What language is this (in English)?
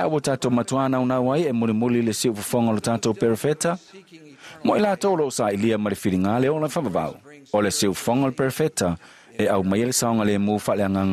Samoan